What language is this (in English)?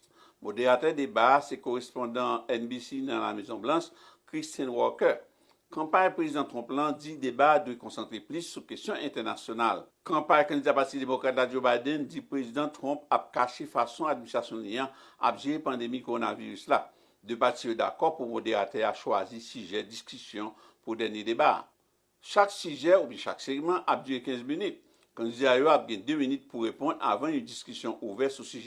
Haitian Creole